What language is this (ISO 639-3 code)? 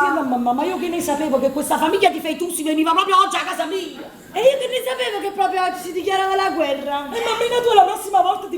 nap